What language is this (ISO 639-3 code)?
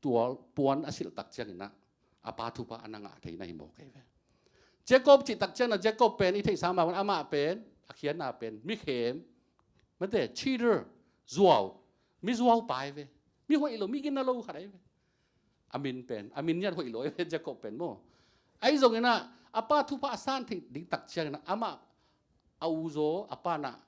ctd